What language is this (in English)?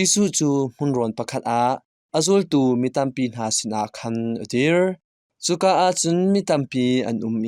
Hakha Chin